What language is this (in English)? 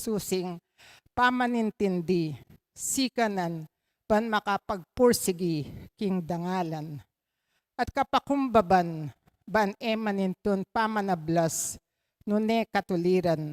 Pampanga